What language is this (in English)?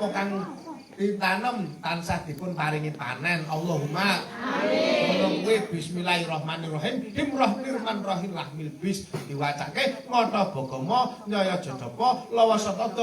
Javanese